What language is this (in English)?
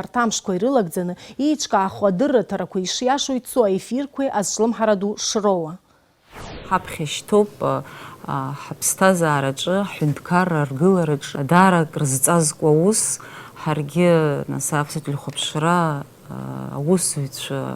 Abkhazian